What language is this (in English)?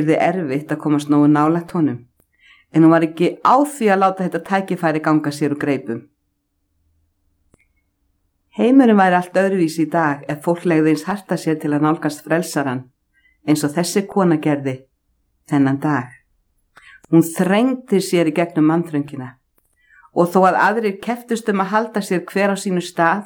Icelandic